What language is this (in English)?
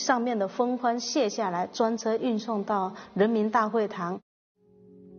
Chinese